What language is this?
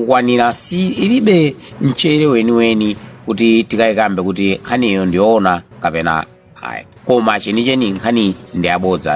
Nyanja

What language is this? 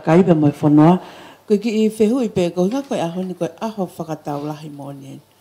Tongan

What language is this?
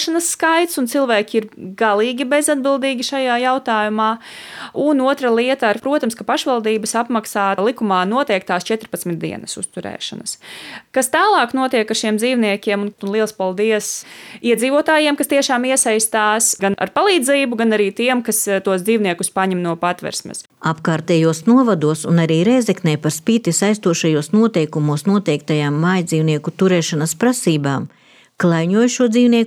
Latvian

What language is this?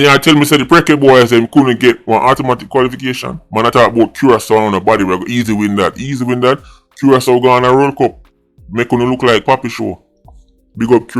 Jamaican Creole English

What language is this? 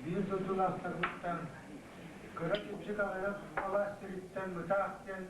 Yakut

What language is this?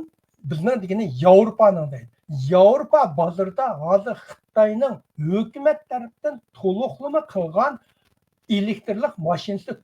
Uyghur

